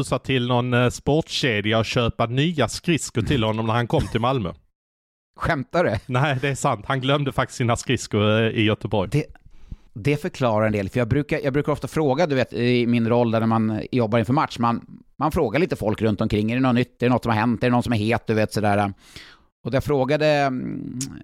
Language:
Swedish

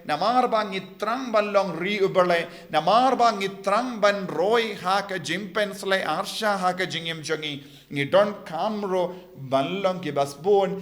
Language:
Khasi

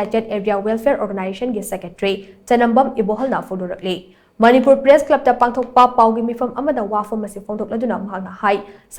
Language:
Manipuri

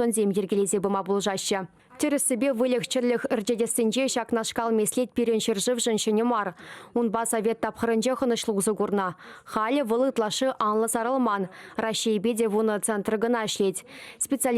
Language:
Chuvash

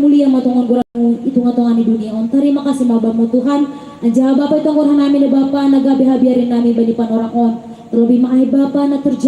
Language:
Batak Simalungun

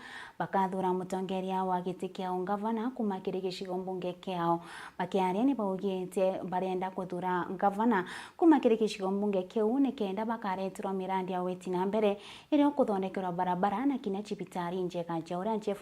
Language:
Meru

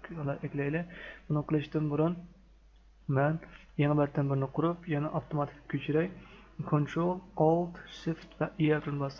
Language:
Uyghur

